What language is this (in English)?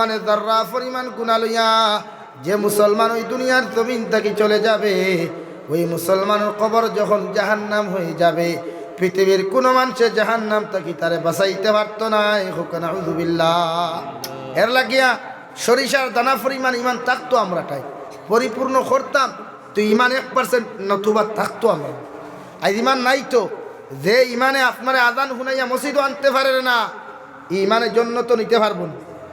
Sylheti